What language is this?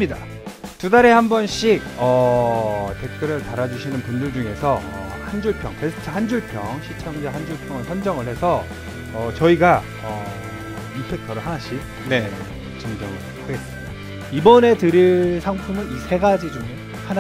Korean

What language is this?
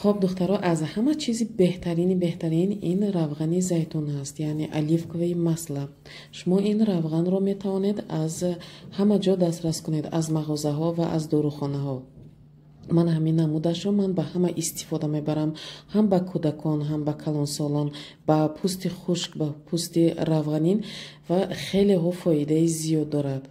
Tajik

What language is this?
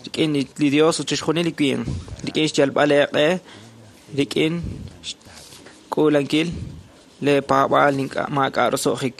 Kekchí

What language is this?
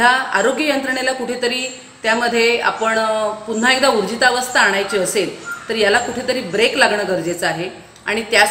Marathi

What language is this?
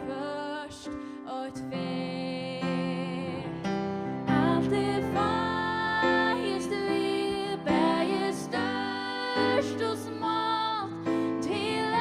Faroese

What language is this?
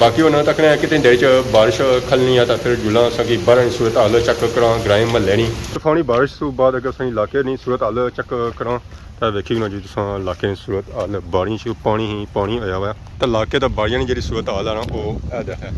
Pahari-Potwari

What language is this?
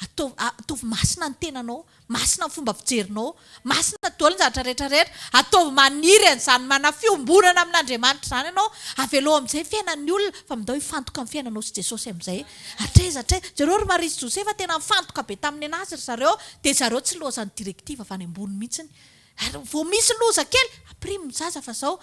Malagasy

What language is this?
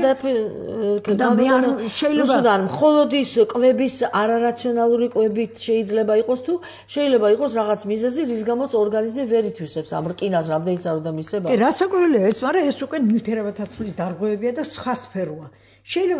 Georgian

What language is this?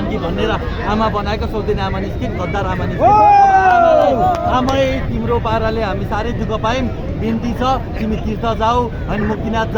Nepali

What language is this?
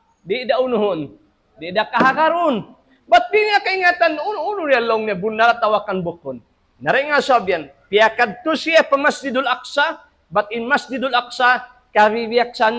Tausug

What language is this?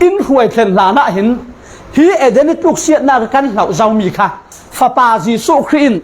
Falam Chin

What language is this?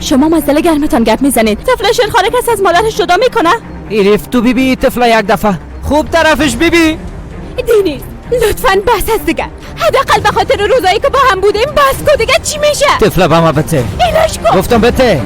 Persian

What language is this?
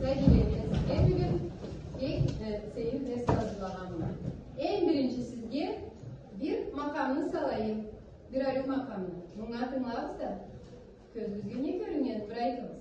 Karachay-Balkar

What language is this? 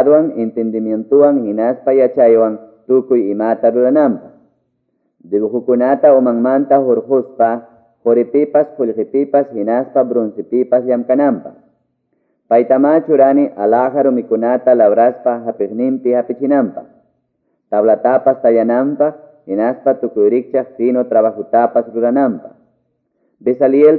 Quechua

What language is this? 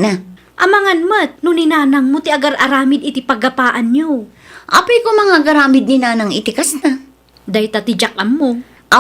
Iloko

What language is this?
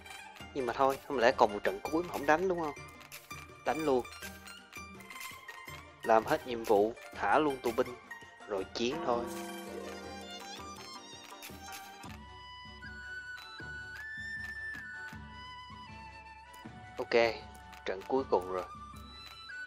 Vietnamese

